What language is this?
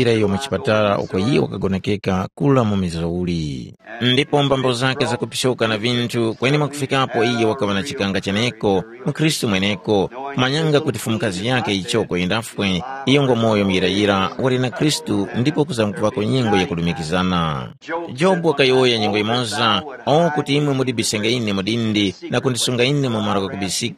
Tumbuka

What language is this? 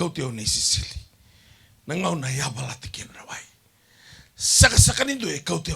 Fijian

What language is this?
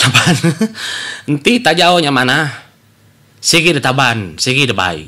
Iban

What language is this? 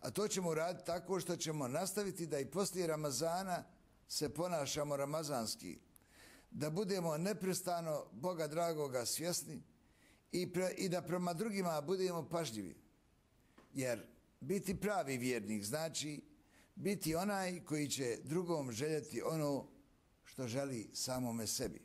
Bosnian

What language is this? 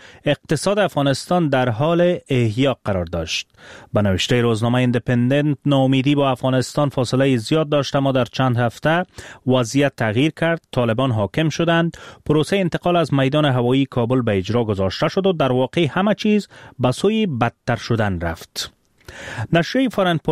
Persian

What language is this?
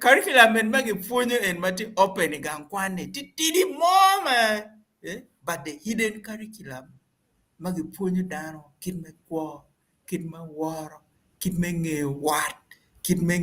Acoli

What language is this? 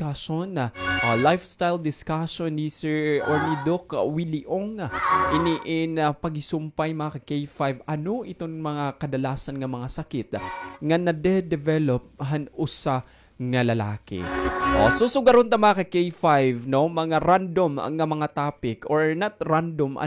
Waray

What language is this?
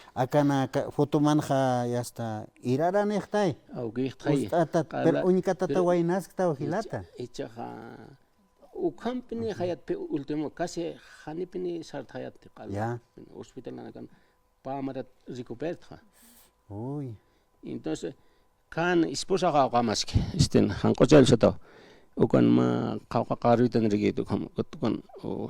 Aymara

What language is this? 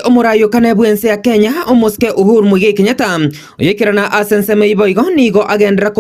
Gusii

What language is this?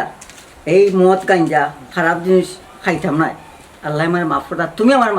Sylheti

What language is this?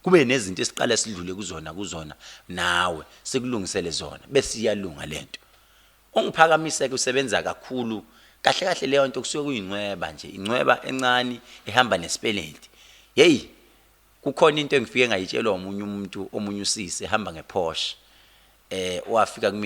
Zulu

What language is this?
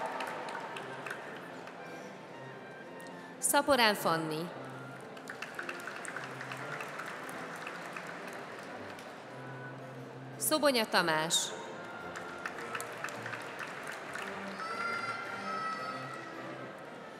Hungarian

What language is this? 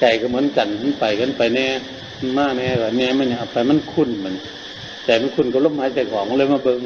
Northeastern Thai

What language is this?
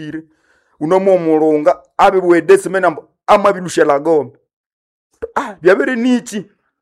Nande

